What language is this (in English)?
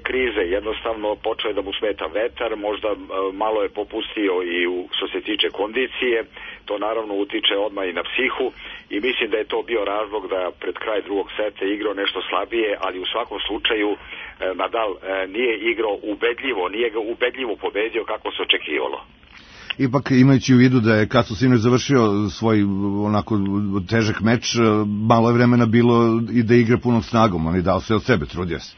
Serbian